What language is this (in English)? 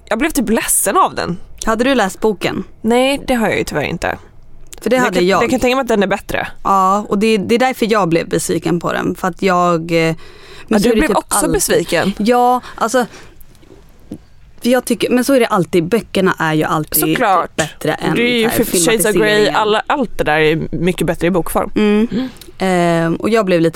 Swedish